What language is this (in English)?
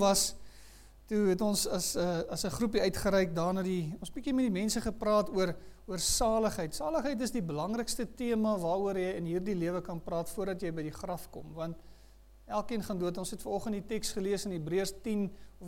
Afrikaans